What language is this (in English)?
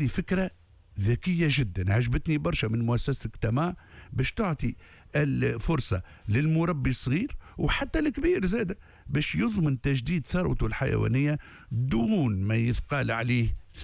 Tunisian Arabic